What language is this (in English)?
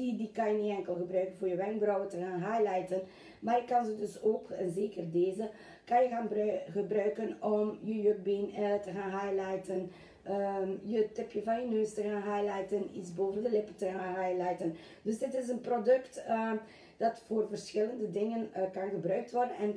Dutch